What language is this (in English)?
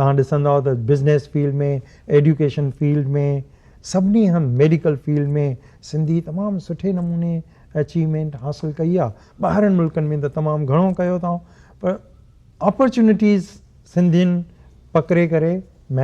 Sindhi